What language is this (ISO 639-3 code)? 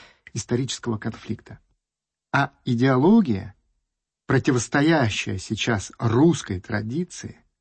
rus